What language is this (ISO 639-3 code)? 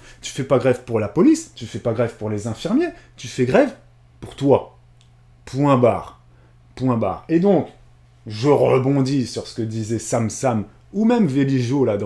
fra